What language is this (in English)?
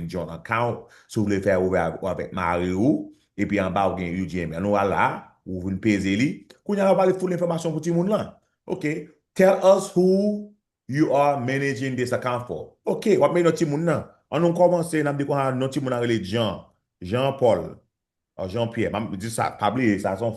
Haitian Creole